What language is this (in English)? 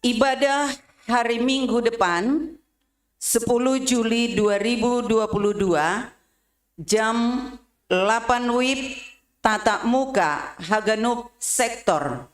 Batak Simalungun